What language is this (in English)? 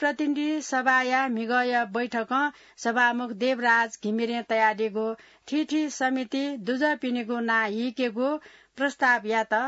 Newari